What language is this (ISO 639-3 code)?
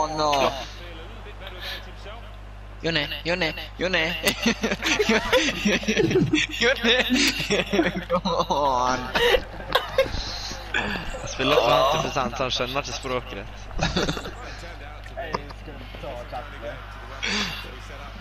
nor